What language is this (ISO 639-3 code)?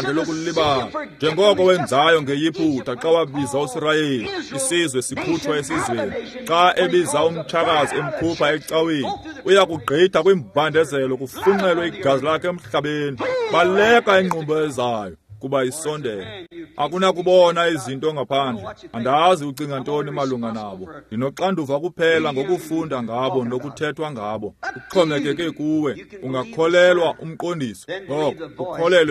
xho